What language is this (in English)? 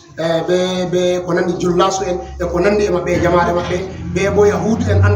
Fula